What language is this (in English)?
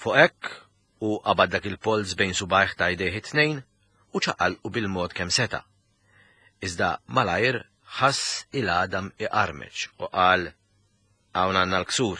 Maltese